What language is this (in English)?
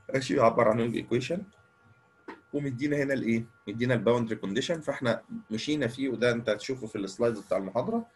Egyptian Arabic